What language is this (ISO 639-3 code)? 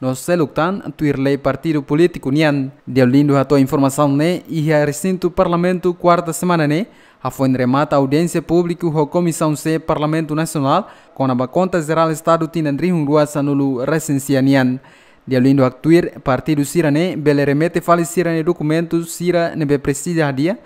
tet